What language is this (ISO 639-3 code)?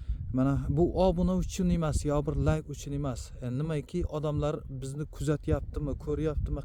uzb